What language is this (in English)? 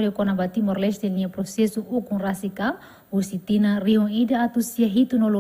Tetum